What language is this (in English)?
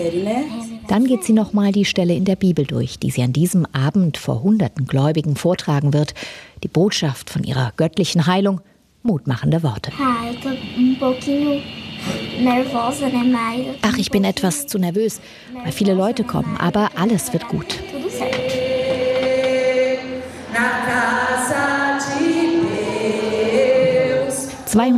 German